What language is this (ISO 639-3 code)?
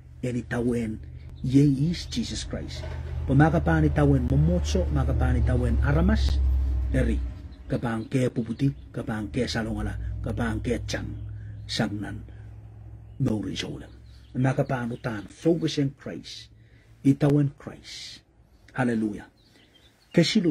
pon